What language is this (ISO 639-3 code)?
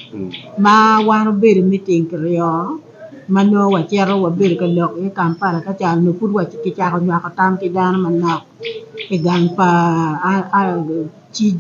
ach